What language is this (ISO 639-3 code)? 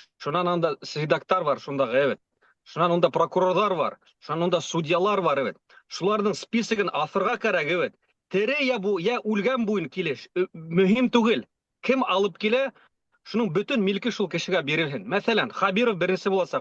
bak